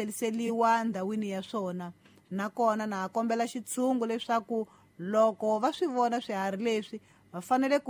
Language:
Tsonga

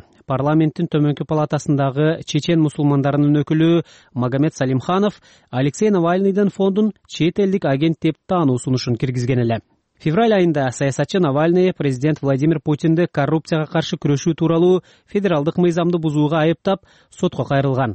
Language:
Kyrgyz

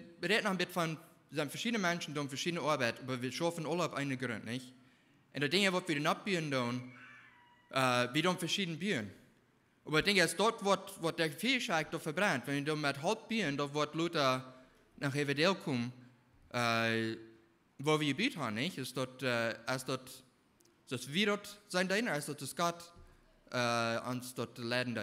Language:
Plautdietsch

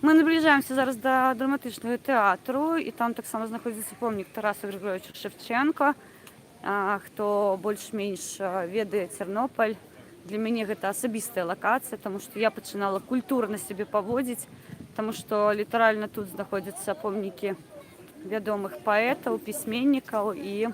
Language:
Belarusian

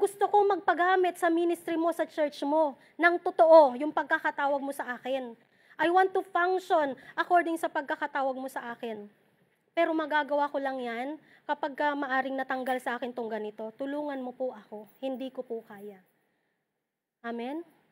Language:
Filipino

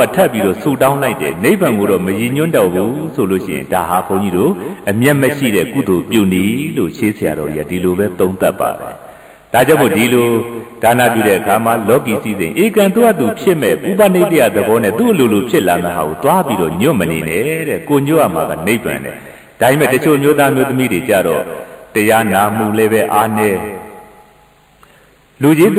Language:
Burmese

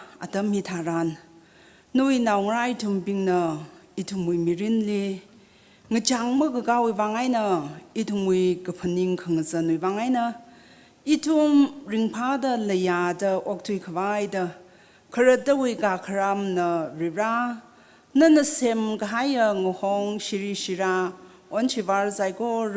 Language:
Tangkhul Naga (India)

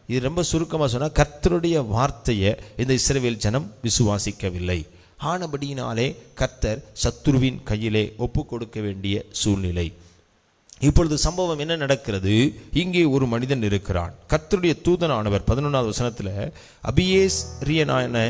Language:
Tamil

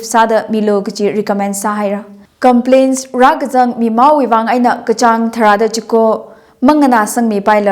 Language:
Tangkhul Naga (India)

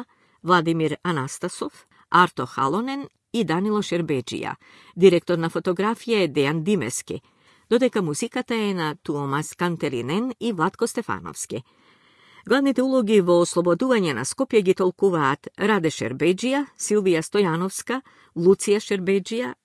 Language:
Macedonian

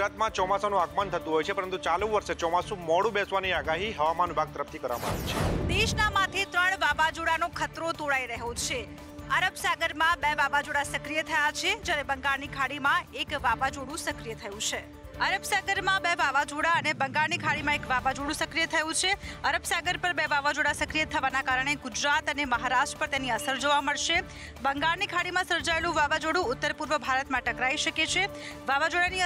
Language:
Gujarati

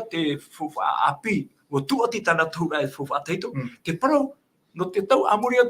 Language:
Tahitian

